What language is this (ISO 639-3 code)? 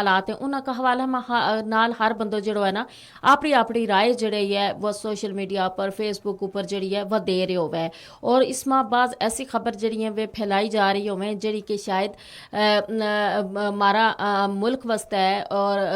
gju